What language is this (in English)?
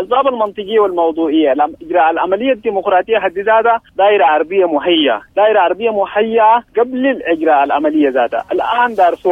Sudanese Arabic